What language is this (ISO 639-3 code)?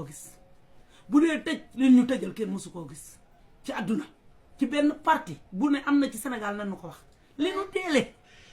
wol